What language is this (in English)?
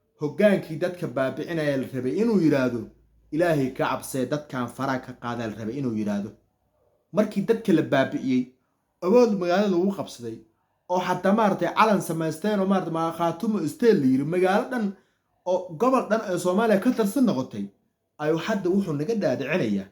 Somali